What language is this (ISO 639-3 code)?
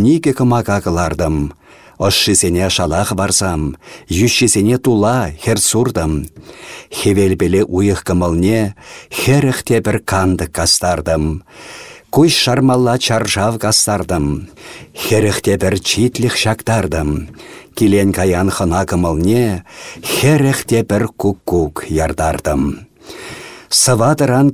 chv